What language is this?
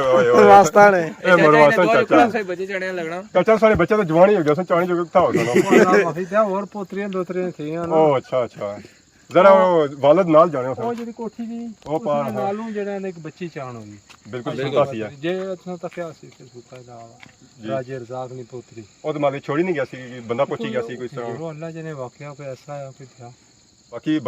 Pahari-Potwari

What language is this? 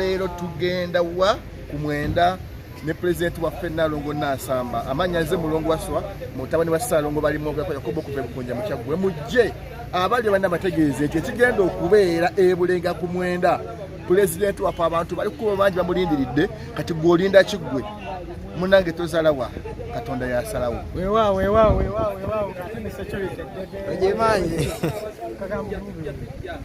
Ganda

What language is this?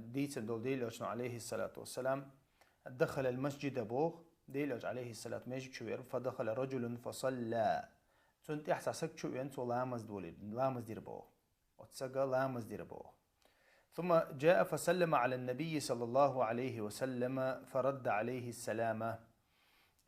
Chechen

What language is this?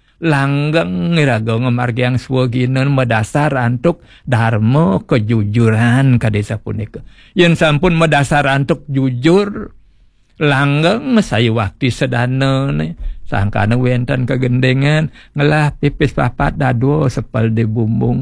Balinese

